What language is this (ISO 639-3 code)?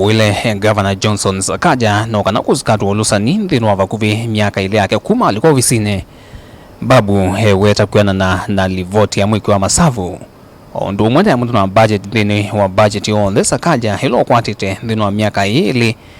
kam